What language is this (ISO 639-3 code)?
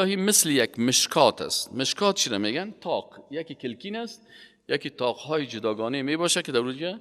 fas